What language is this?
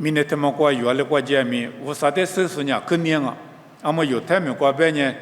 Lisu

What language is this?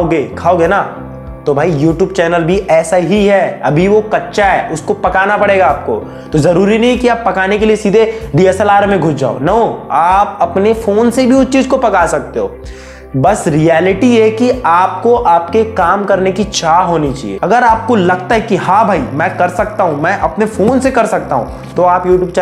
Hindi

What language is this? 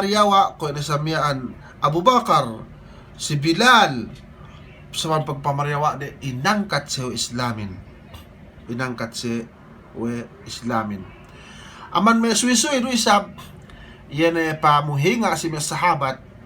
Yakan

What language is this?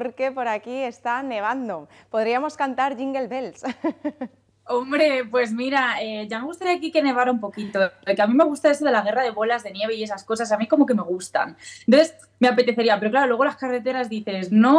Spanish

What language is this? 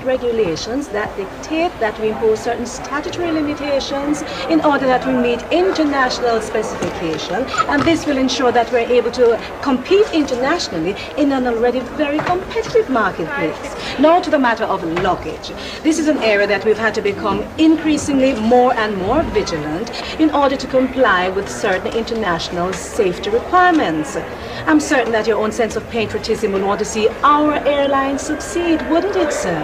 Jamaican Creole English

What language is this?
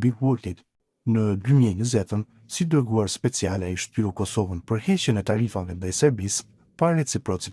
Albanian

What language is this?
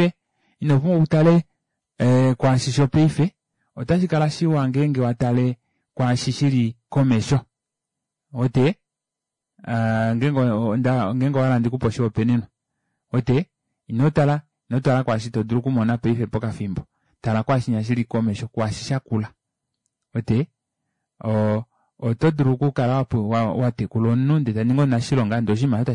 Kuanyama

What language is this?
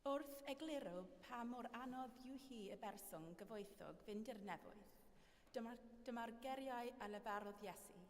Welsh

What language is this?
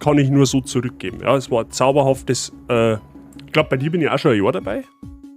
Bavarian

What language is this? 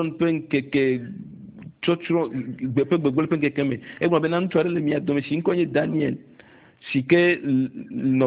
Ewe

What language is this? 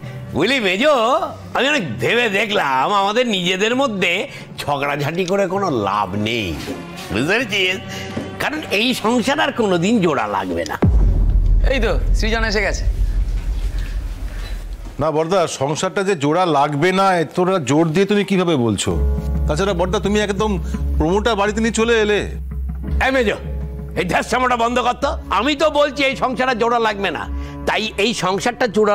Bangla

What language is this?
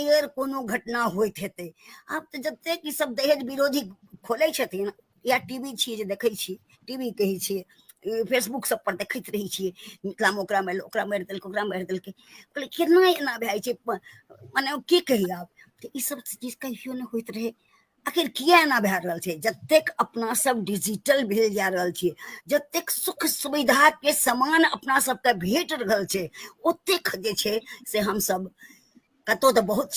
Maithili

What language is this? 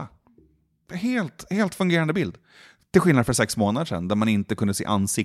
Swedish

